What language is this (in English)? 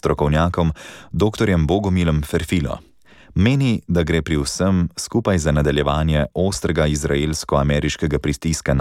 Slovenian